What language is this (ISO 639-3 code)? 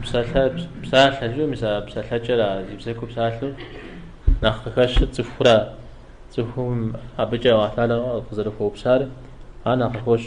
kbd